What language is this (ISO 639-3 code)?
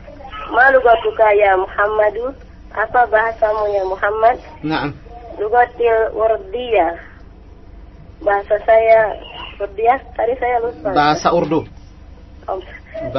ind